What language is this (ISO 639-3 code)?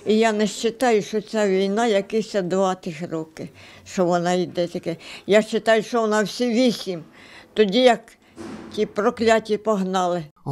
ukr